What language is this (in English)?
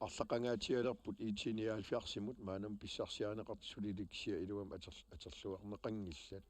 Kalaallisut